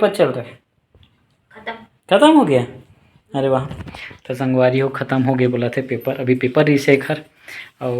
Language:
Chhattisgarhi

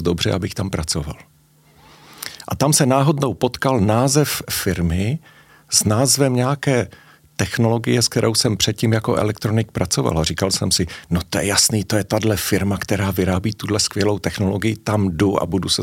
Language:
Czech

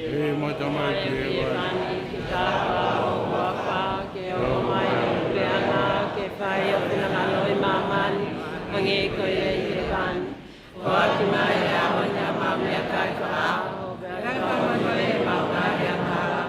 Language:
Tongan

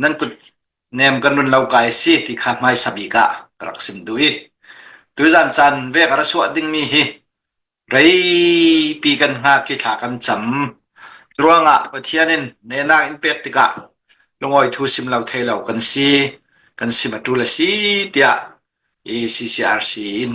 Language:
Hakha Chin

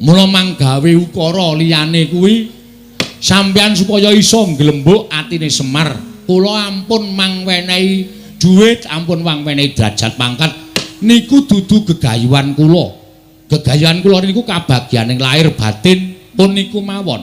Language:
Javanese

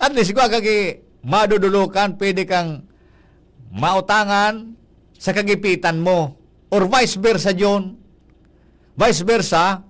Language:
Bikol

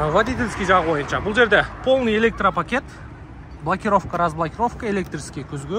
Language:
Kyrgyz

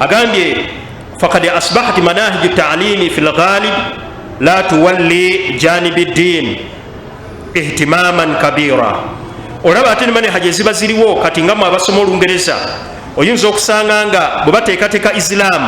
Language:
Ganda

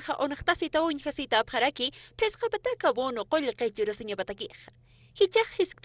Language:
Aymara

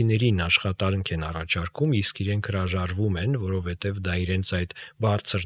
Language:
Armenian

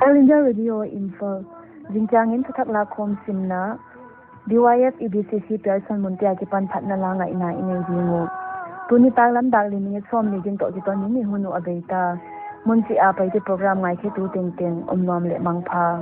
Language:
Paite Chin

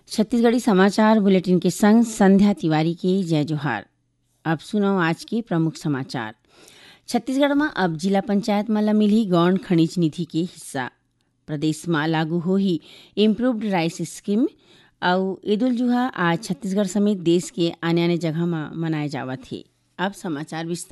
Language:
Chhattisgarhi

